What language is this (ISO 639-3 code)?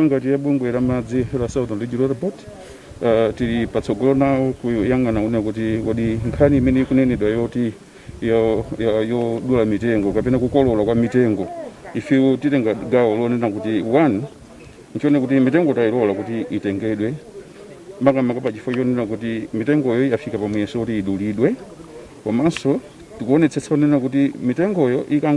nya